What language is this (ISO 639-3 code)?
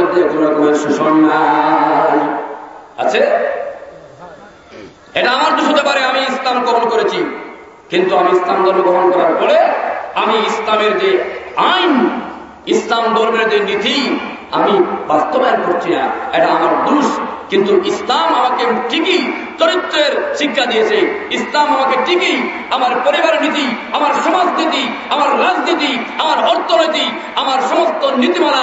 ben